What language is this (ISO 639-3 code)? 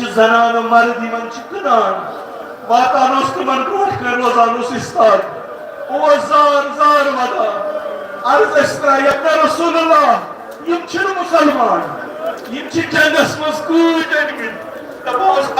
kas